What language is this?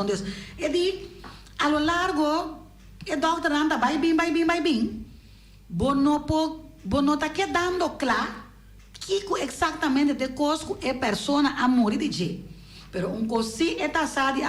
Papiamento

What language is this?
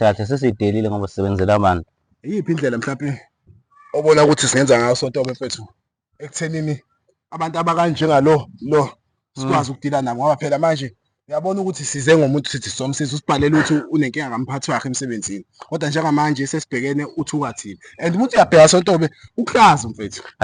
Zulu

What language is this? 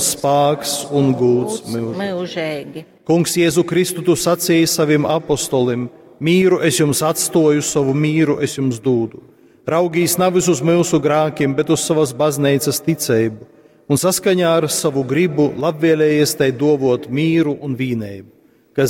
Latgalian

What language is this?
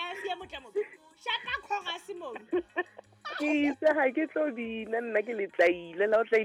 Southern Sotho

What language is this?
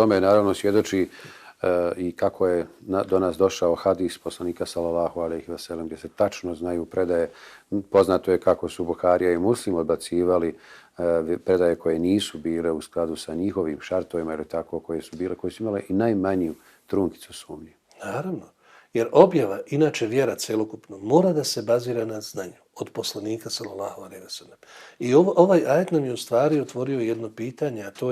Bosnian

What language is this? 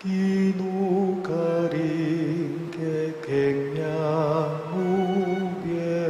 Pampanga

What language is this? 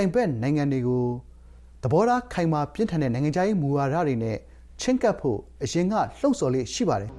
Burmese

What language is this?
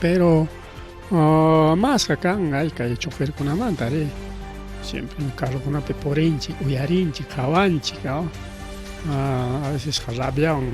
Ayacucho Quechua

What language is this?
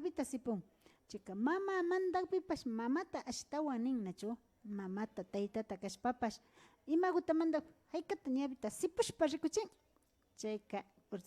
Imbabura Highland Quichua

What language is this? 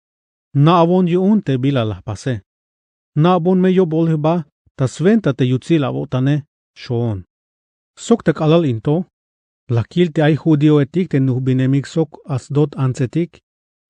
Tzeltal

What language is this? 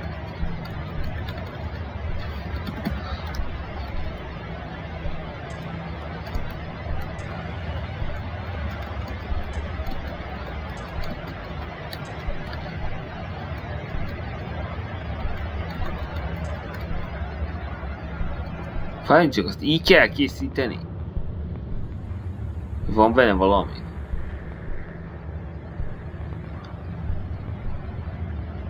Hungarian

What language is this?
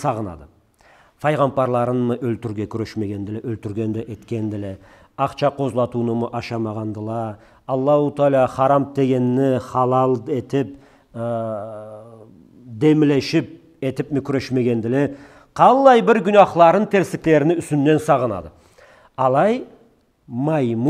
Karachay-Balkar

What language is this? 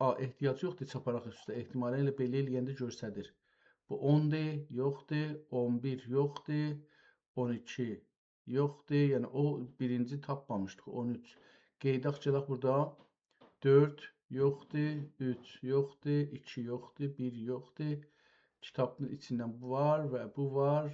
South Azerbaijani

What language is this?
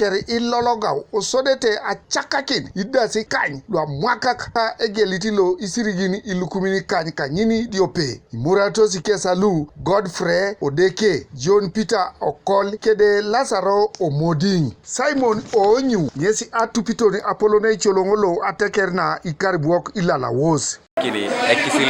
Teso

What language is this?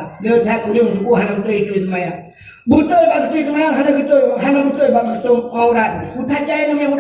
Achinese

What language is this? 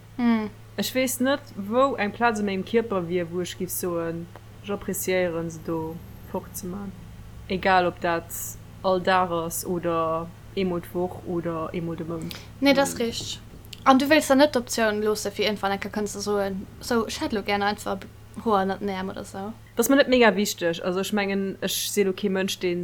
Luxembourgish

